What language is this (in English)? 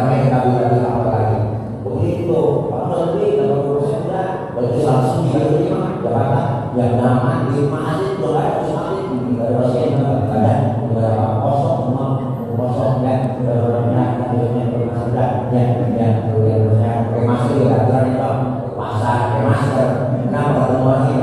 Betawi